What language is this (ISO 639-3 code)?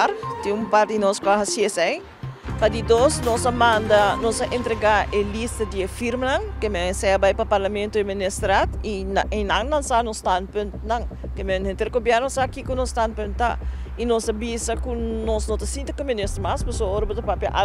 pap